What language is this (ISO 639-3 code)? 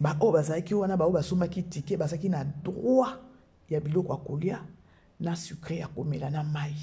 lin